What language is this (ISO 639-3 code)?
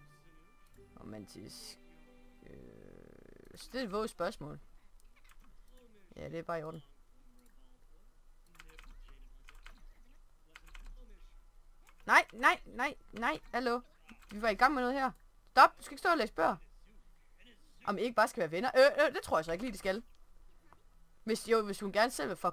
dan